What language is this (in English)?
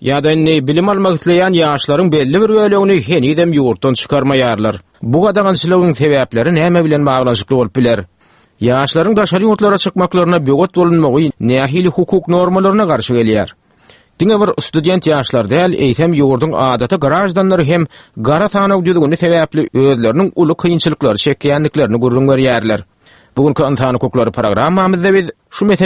Turkmen